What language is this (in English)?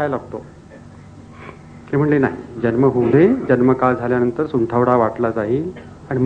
Marathi